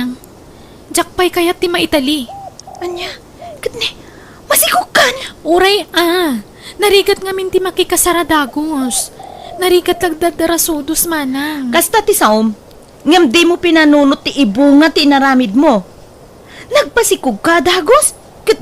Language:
Iloko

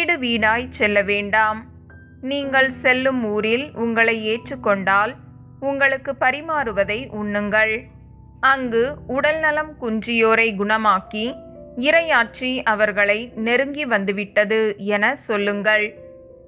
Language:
Tamil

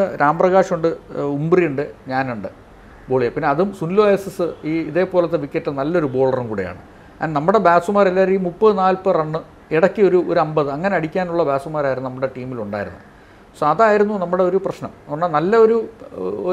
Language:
Malayalam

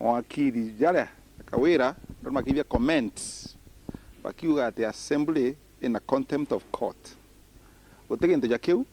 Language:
Meru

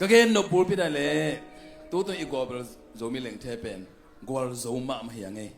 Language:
Tedim Chin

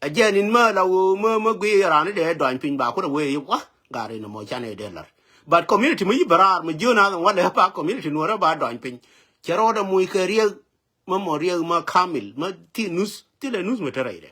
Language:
Nuer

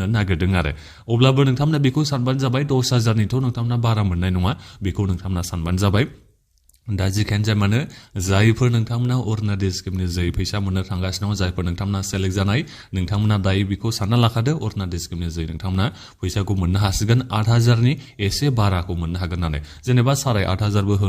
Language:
Bodo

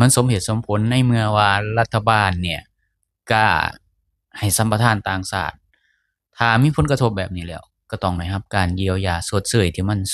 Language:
Lao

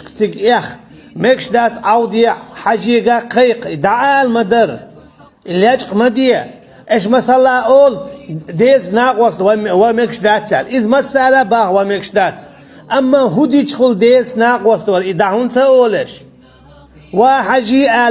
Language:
Chechen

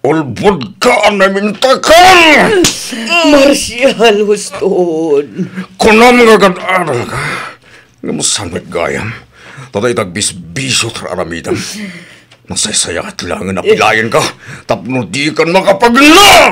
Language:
Iloko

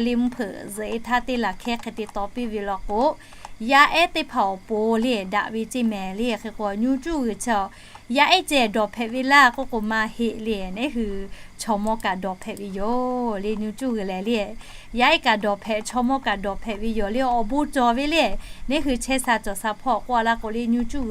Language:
Lahu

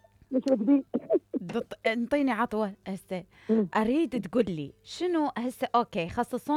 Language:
Mesopotamian Arabic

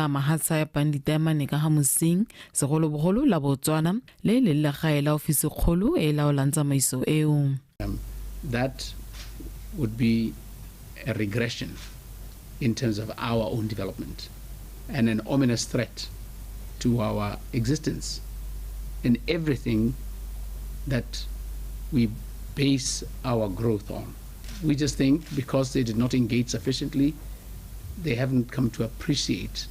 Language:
Tswana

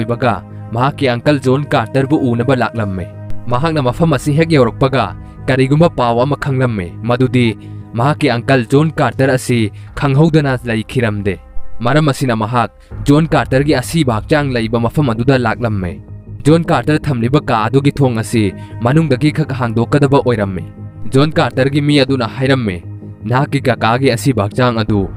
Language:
Manipuri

